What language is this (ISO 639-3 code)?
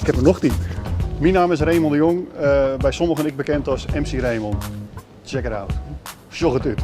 fry